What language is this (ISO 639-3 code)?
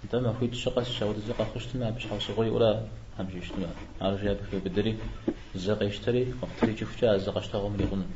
kbd